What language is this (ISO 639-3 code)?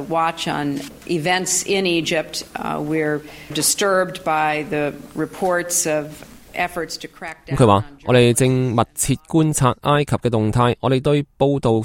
yue